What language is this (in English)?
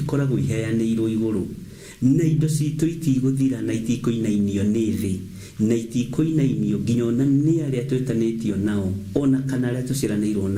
Kikuyu